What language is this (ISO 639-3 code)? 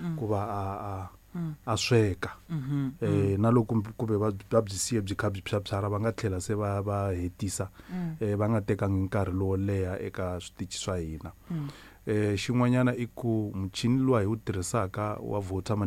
tso